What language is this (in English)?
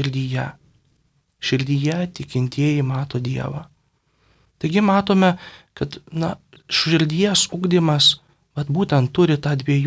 Lithuanian